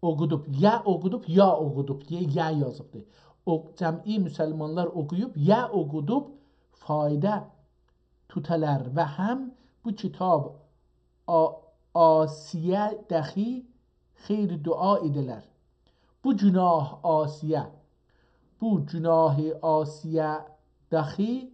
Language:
South Azerbaijani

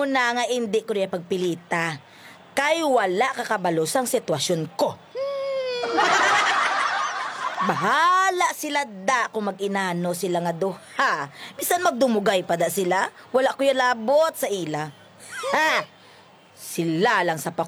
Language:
Hiligaynon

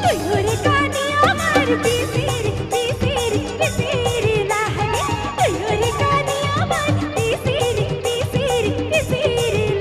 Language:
Sadri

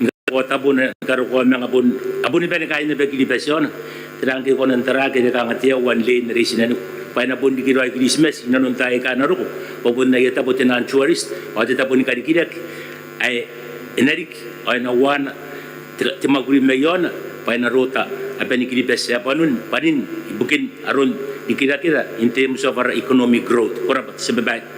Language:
Gilbertese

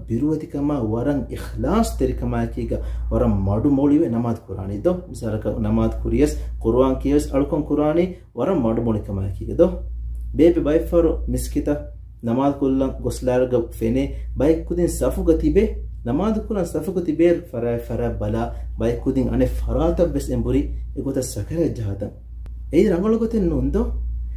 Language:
Divehi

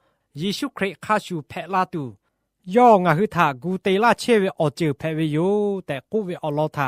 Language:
Lahu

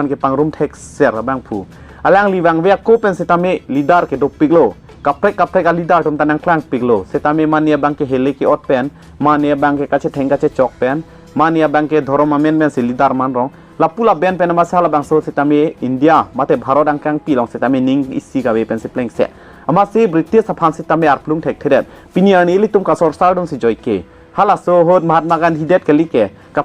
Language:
Karbi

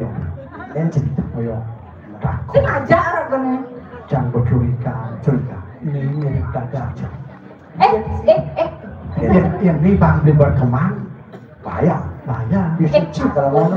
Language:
Balinese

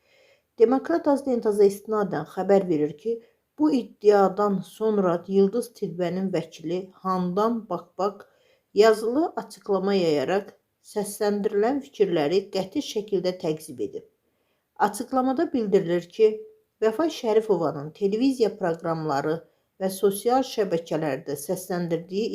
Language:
Azerbaijani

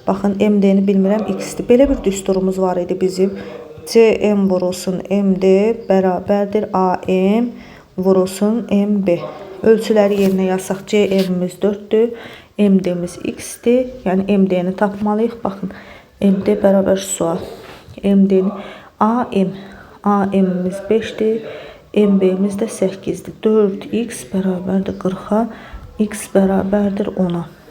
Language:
Azerbaijani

